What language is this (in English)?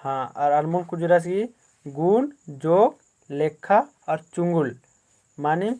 Kurukh